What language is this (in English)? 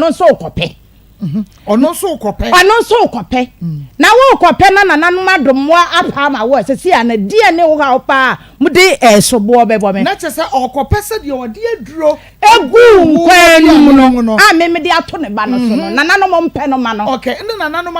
Akan